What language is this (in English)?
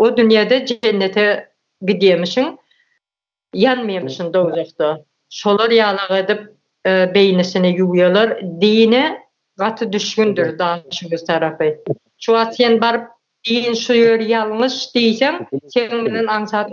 Turkmen